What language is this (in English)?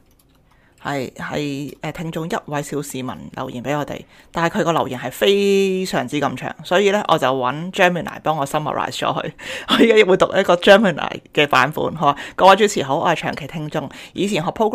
Cantonese